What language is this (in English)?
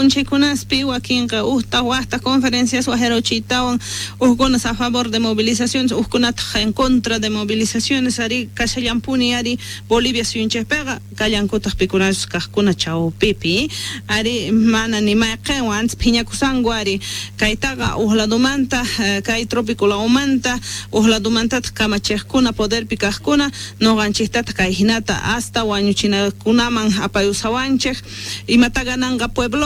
Quechua